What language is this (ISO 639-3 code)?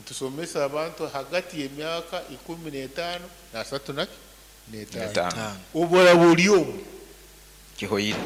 nyo